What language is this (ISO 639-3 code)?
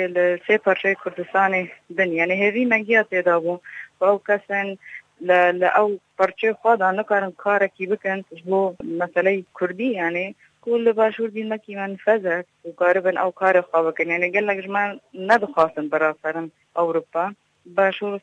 kur